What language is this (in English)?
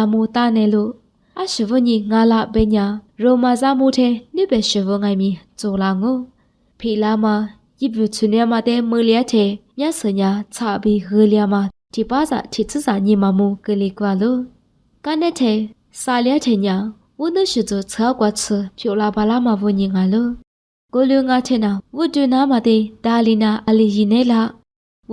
Lisu